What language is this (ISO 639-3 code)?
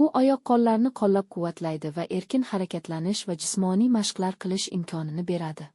uzb